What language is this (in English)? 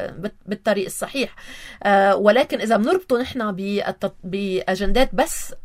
North Levantine Arabic